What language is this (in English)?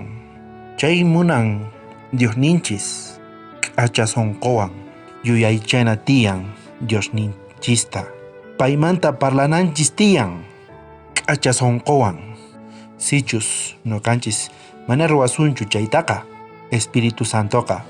South Bolivian Quechua